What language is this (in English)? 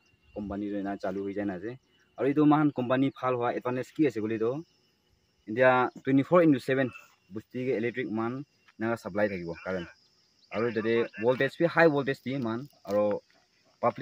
Naga Pidgin